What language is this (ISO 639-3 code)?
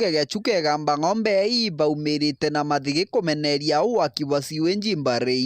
mer